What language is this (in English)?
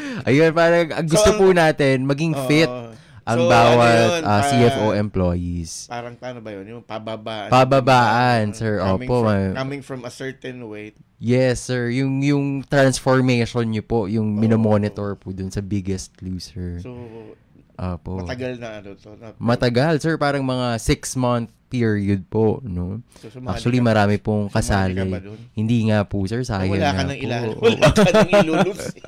Filipino